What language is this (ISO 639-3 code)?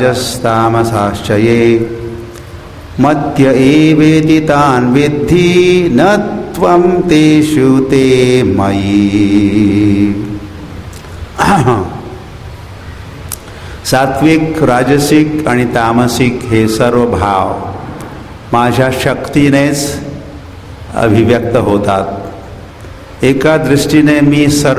mar